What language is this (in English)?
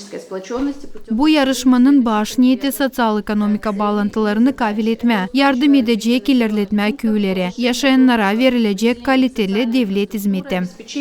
Gagauz